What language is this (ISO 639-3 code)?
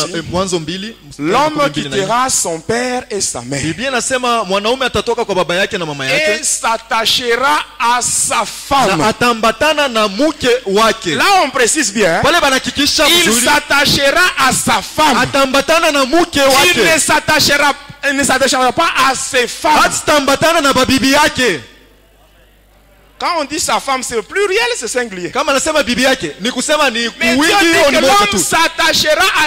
swa